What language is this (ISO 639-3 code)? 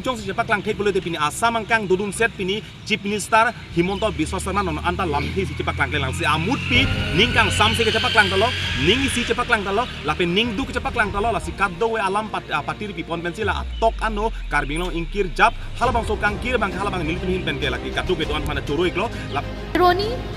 mjw